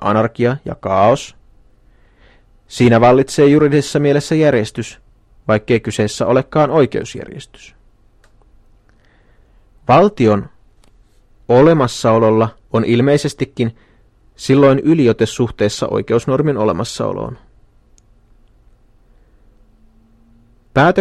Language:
Finnish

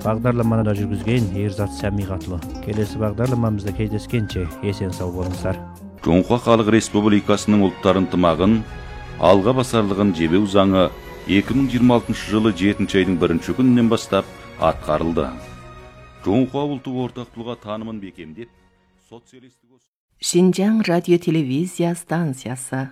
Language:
Kazakh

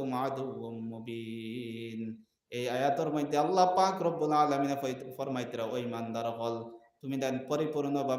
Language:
Sylheti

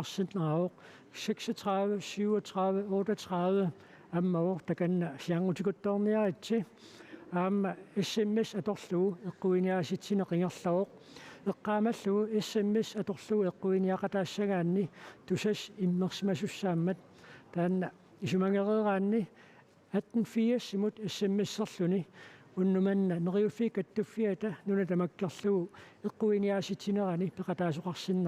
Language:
Kalaallisut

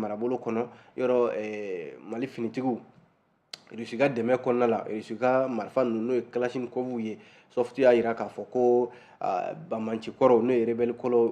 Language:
Bambara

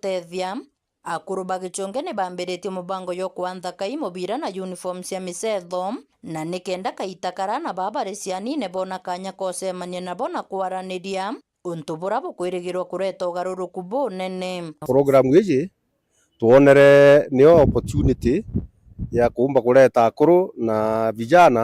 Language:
Meru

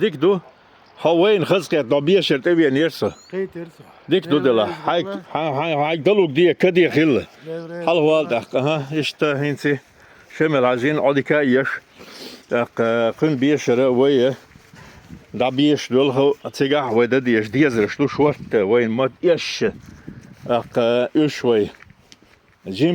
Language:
Chechen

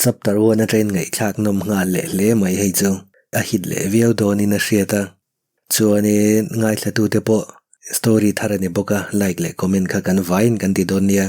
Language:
Mizo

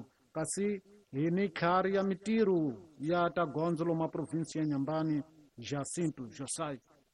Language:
Tsonga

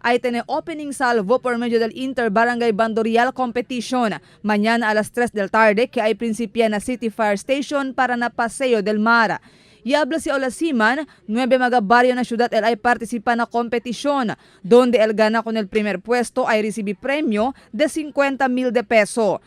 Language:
Chavacano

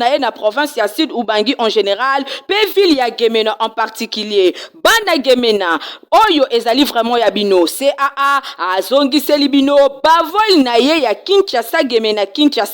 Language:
Lingala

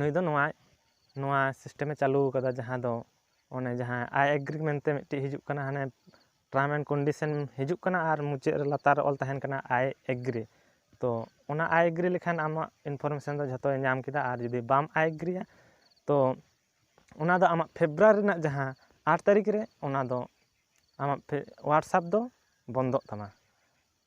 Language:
Santali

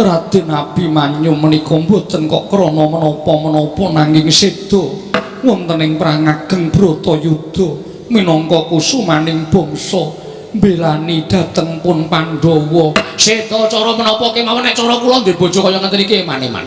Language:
Javanese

